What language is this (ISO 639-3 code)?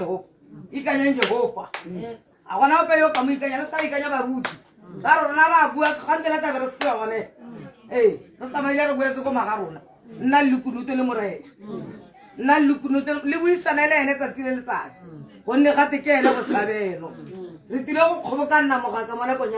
tsn